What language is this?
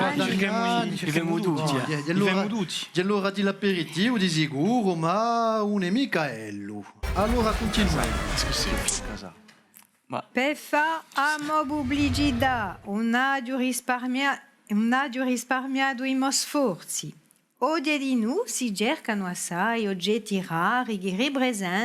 Corsican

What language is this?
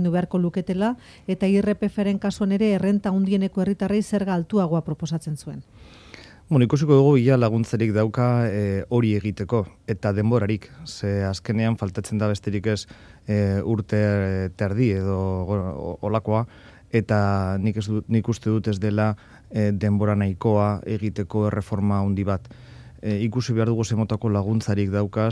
Basque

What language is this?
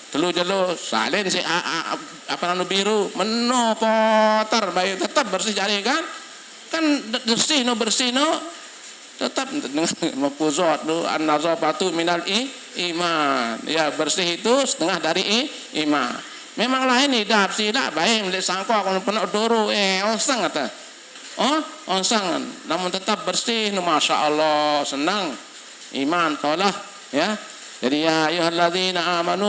Sasak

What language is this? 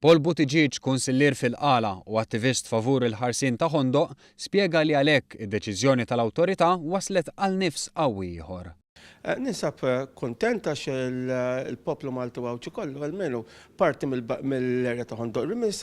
Maltese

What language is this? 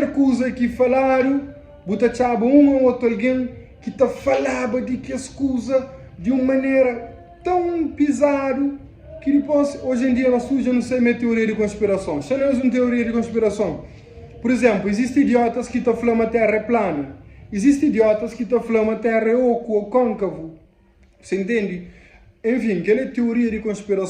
Kabuverdianu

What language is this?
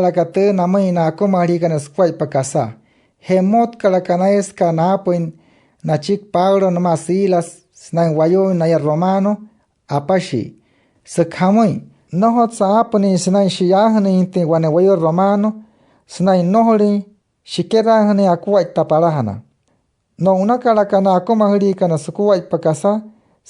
Wayuu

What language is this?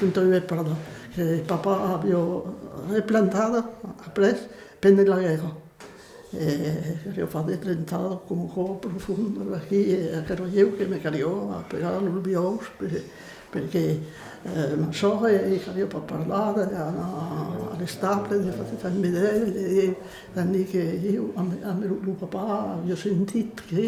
Occitan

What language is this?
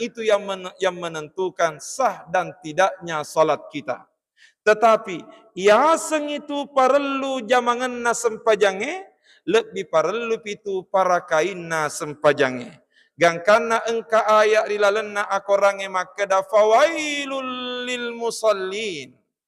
Buginese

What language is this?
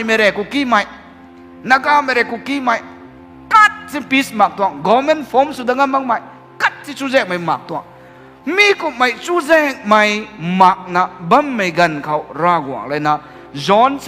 Rongmei Naga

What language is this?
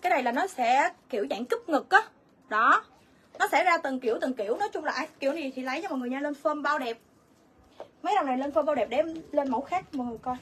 Vietnamese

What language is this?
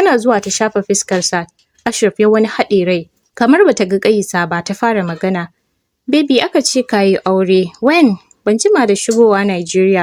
Hausa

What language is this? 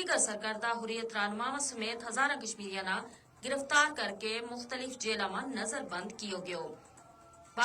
Gujari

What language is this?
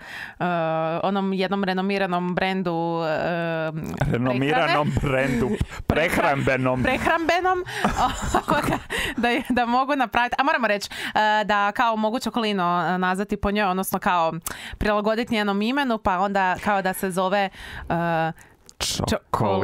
Croatian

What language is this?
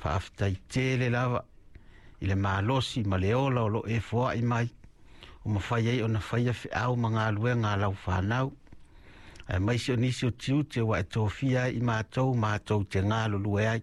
Samoan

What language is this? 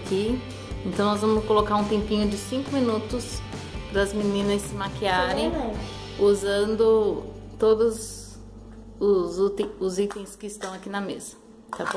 Portuguese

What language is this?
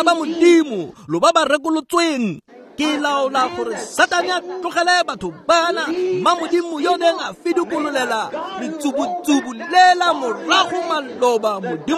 Tswana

